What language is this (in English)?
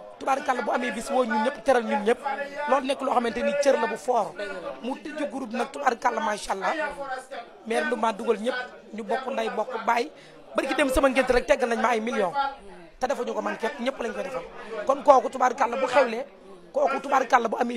Wolof